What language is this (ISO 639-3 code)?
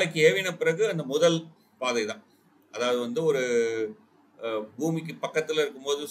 tam